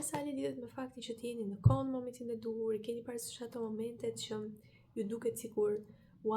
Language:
Albanian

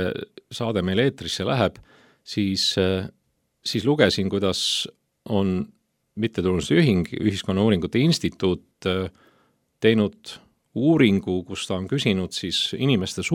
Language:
Estonian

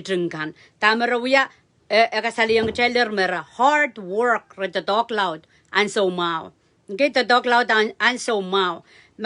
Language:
Pohnpeian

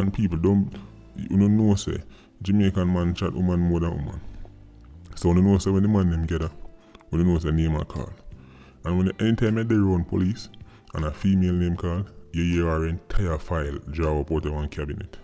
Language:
Jamaican Creole English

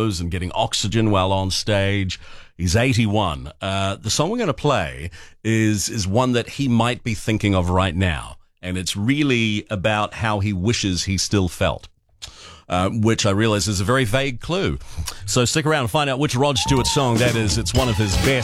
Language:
English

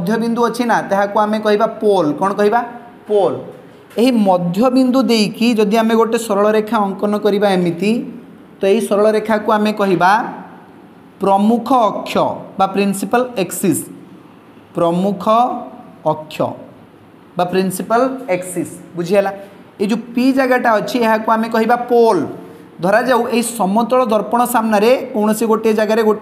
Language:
Odia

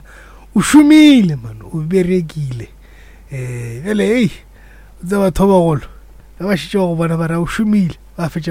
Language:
Northern Sotho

